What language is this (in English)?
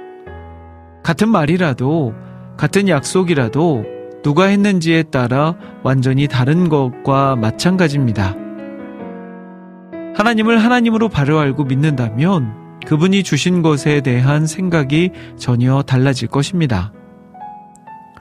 Korean